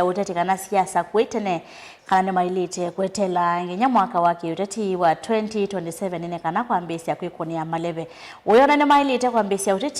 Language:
Kamba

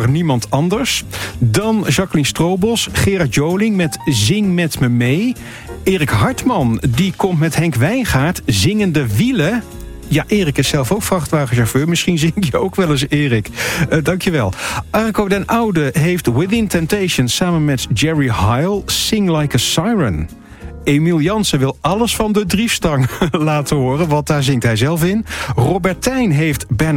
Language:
Dutch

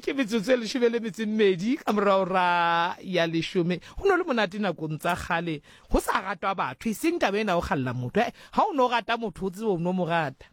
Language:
Southern Sotho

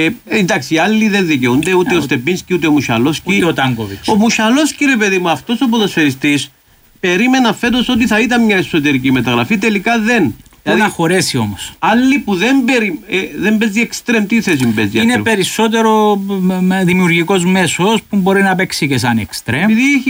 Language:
Greek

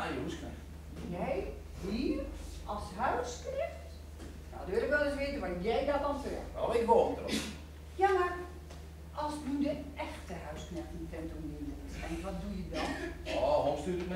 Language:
Gronings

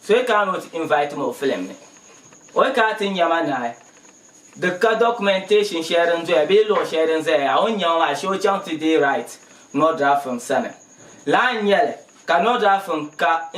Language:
Dagbani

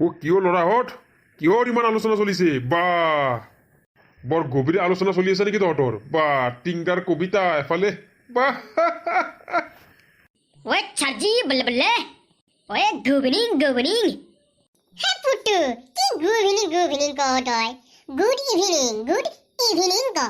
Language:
Assamese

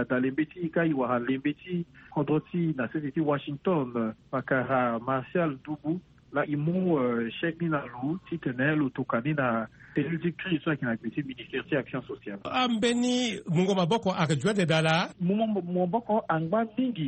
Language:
Sango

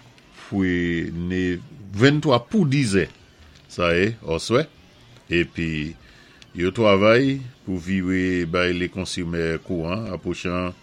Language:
Saint Lucian Creole French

